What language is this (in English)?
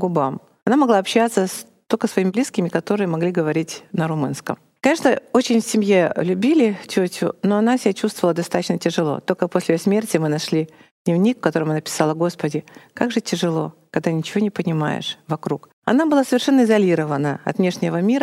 Russian